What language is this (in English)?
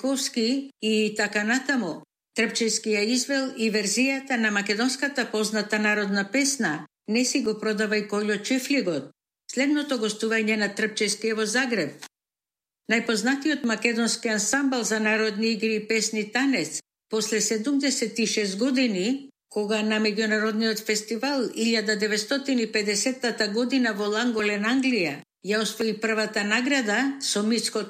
Macedonian